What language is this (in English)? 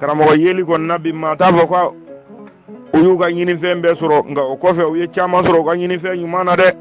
Bambara